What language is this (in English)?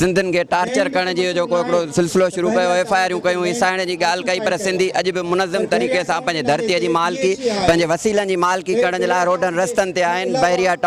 Sindhi